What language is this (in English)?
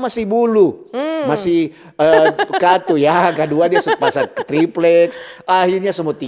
Manado Malay